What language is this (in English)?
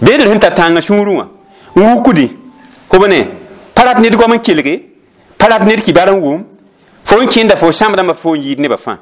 Mossi